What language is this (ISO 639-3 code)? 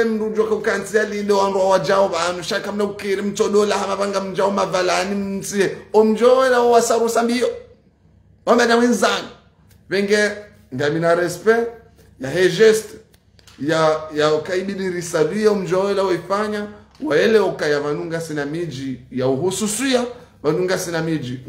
zdj